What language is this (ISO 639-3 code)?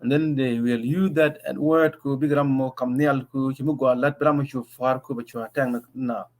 nus